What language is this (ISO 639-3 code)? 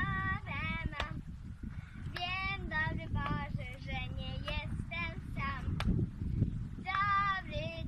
pol